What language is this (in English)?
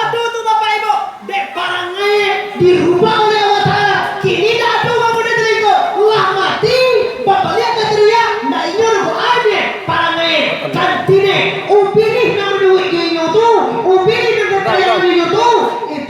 Minangkabau